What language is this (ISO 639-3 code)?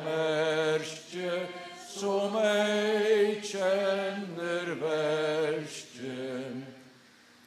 fao